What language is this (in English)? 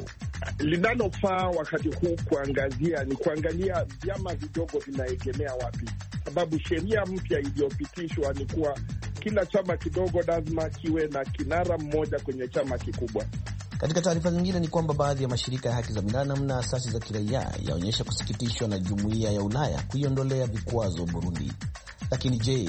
Swahili